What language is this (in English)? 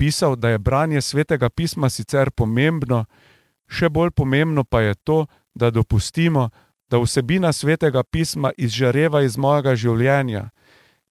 Slovenian